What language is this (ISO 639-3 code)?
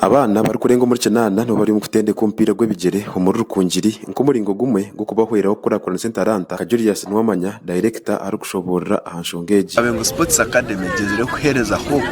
nyn